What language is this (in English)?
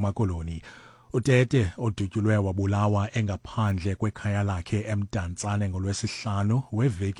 Xhosa